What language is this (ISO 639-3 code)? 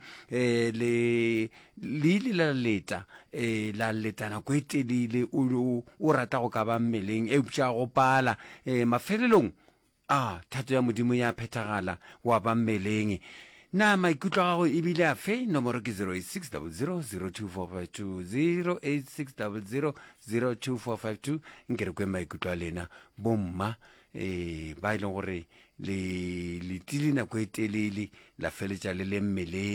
nso